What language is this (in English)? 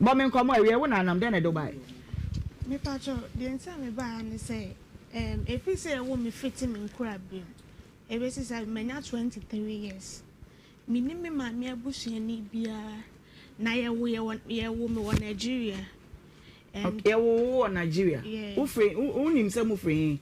Akan